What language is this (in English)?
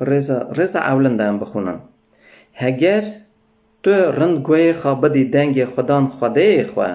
Kurdish